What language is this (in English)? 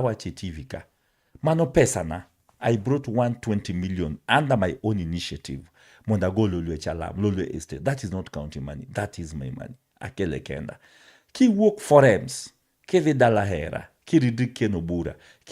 Luo (Kenya and Tanzania)